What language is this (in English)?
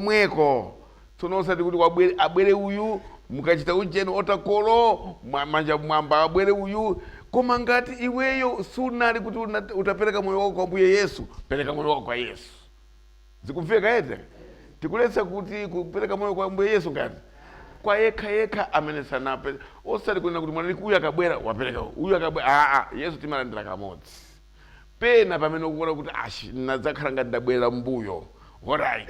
Nyanja